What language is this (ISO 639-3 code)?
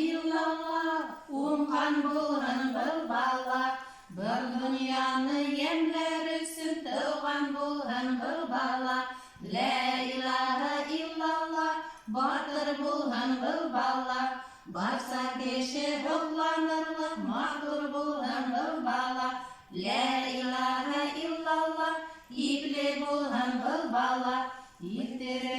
bak